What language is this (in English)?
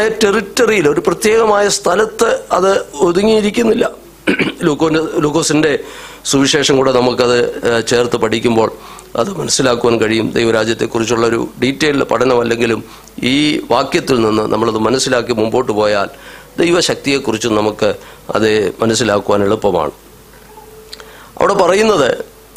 Malayalam